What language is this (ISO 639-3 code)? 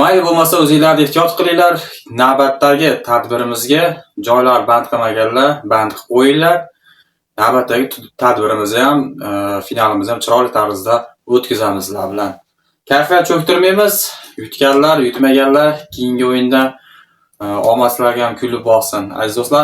uzb